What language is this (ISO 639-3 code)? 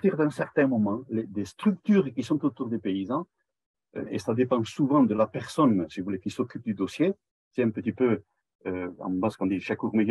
fra